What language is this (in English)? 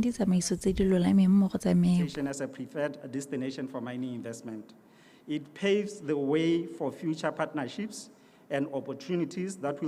Tswana